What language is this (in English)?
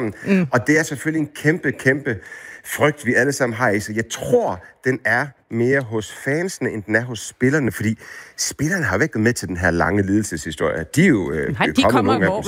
Danish